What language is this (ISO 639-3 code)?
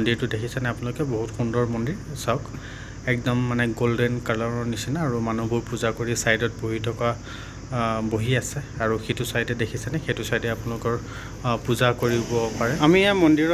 asm